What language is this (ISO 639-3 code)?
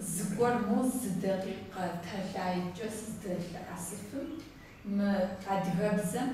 kbd